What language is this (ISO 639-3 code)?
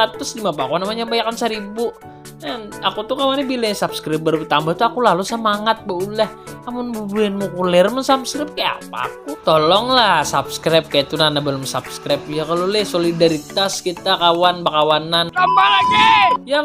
bjn